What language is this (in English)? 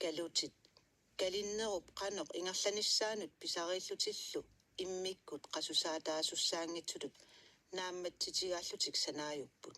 Kalaallisut